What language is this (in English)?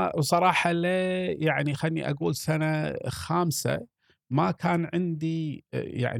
Gulf Arabic